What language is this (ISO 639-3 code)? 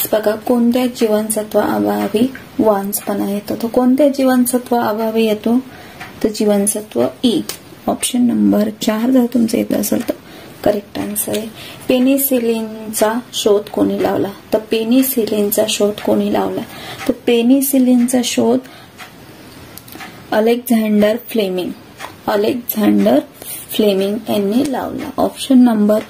mar